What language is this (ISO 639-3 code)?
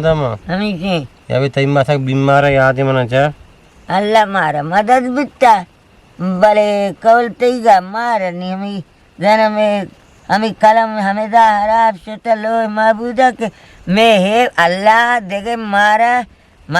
bgp